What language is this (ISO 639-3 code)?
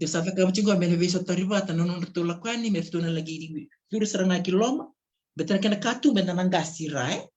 fij